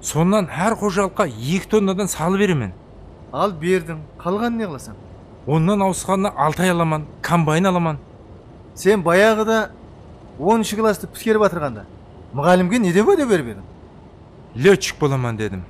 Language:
Kara-Kalpak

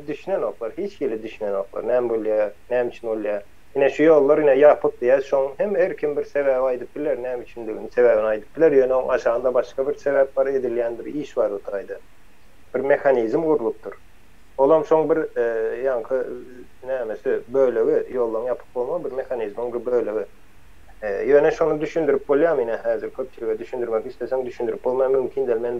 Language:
Turkmen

